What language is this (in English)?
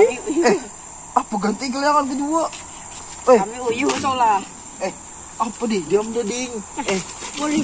Banjar